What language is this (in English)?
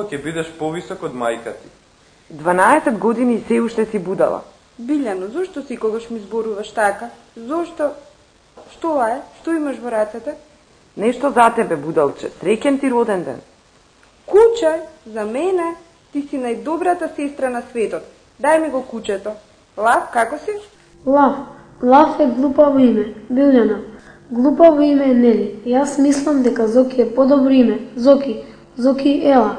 Macedonian